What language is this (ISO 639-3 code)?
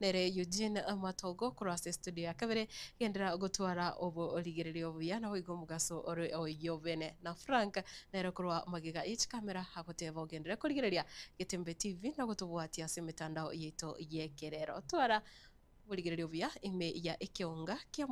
guz